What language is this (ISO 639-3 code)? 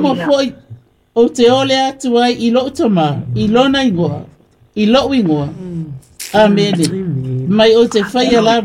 smo